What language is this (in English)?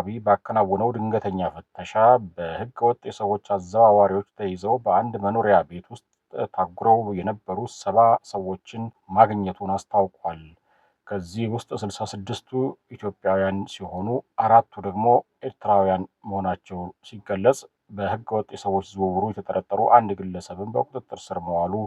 Amharic